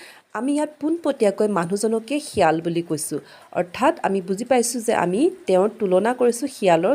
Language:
Assamese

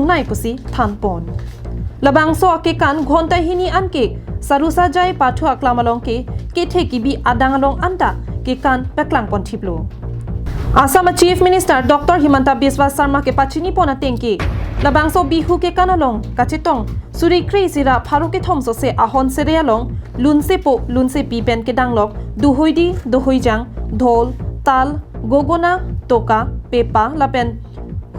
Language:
Karbi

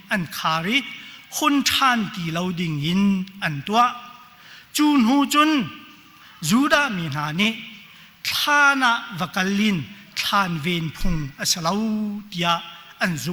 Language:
Hakha Chin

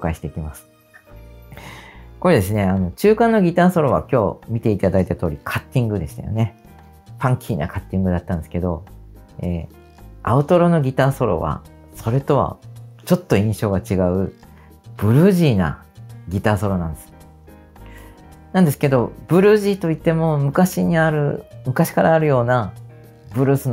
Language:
Japanese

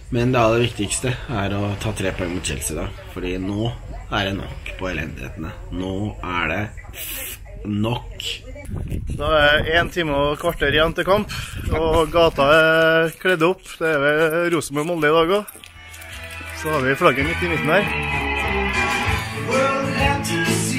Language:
Norwegian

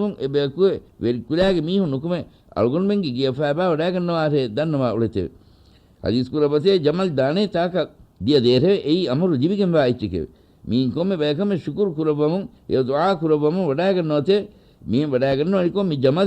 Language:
Divehi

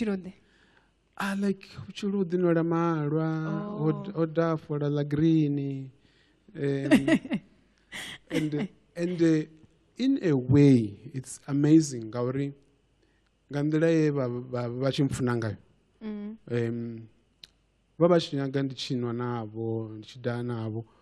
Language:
Venda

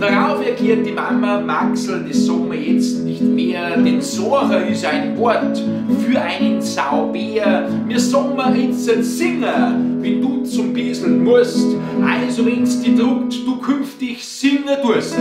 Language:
Bavarian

